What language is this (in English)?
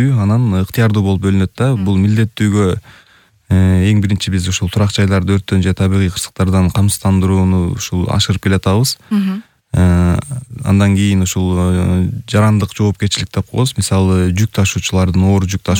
Kyrgyz